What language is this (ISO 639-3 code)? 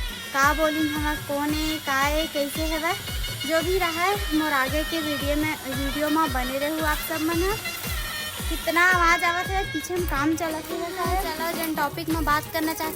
hne